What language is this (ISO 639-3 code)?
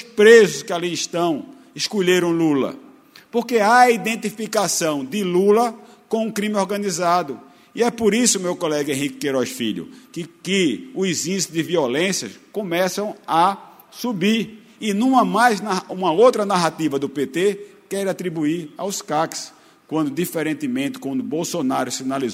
por